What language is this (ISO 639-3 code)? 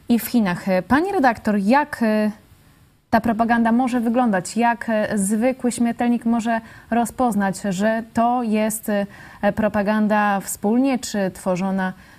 pol